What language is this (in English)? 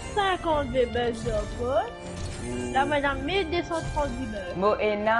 Morisyen